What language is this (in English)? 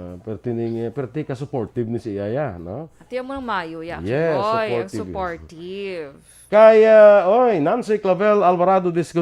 Hiligaynon